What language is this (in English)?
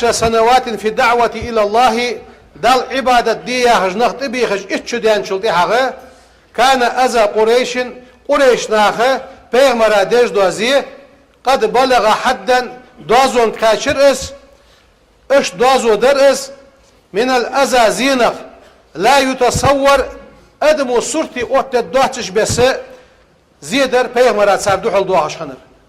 Ingush